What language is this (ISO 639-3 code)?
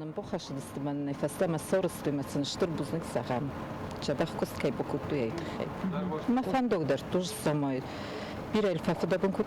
oss